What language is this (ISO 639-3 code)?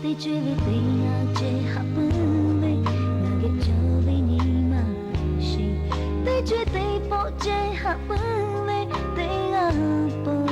lhu